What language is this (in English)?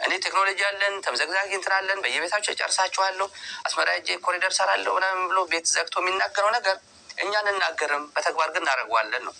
Amharic